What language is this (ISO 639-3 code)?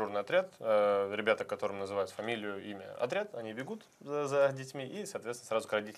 rus